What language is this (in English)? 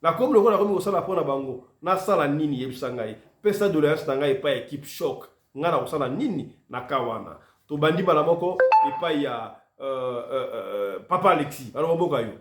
Lingala